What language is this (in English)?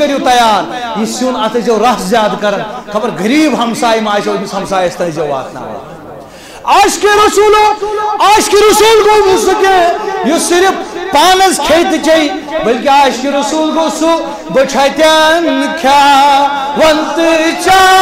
Kashmiri